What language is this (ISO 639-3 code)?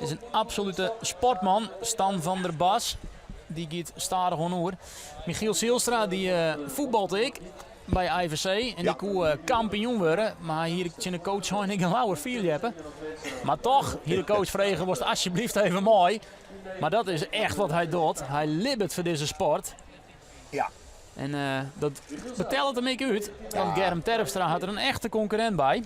fry